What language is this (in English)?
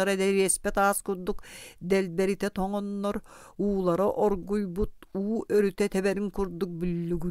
Yakut